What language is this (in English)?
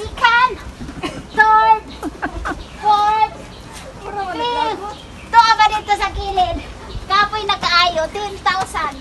Cebuano